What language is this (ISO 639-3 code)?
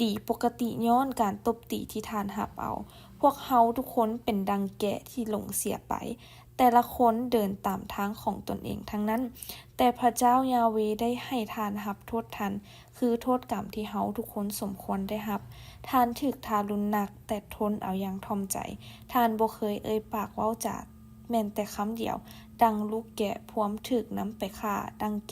lao